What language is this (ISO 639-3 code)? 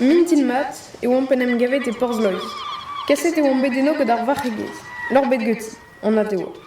bre